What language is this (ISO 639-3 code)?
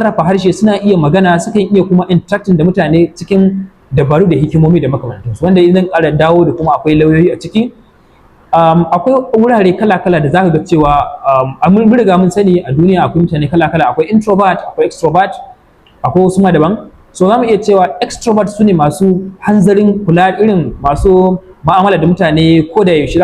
hau